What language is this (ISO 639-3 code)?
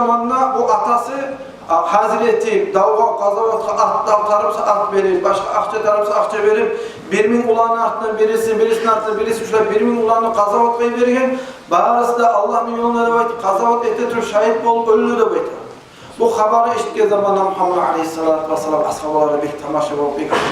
kum